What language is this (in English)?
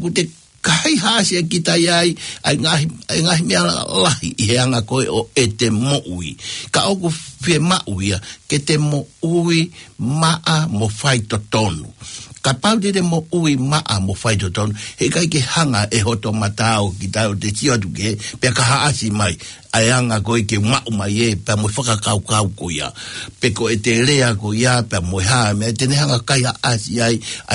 Tongan